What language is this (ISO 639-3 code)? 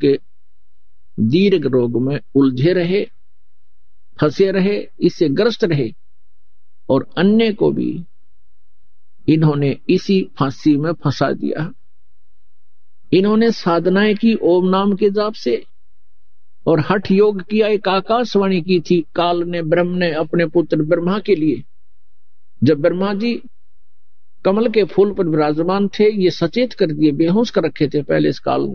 hin